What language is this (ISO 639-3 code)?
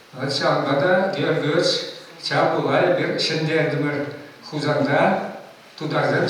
chv